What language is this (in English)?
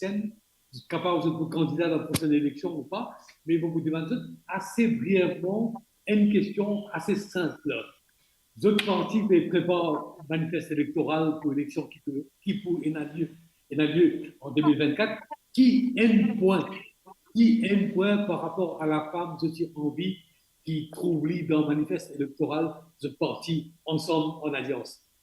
Morisyen